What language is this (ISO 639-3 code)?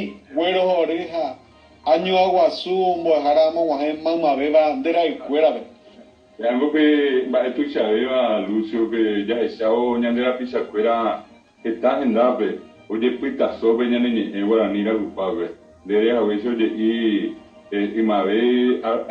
grn